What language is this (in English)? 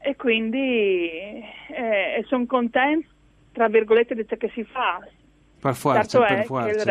Friulian